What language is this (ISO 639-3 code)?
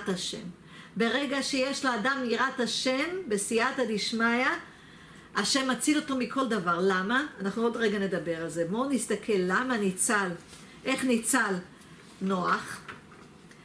heb